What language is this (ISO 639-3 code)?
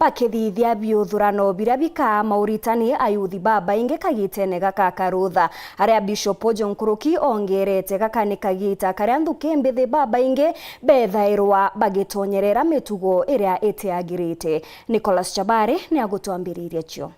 mer